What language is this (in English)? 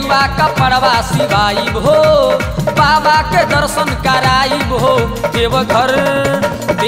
Bhojpuri